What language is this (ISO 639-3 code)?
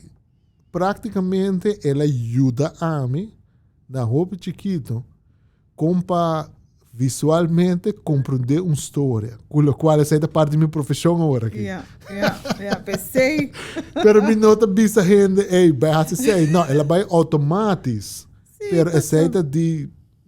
pap